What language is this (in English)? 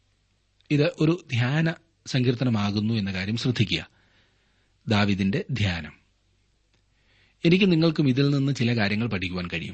Malayalam